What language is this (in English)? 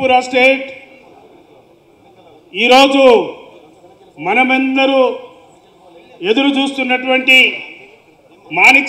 Telugu